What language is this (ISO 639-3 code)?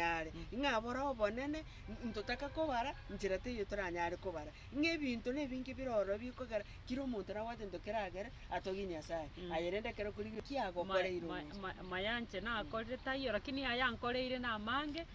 guz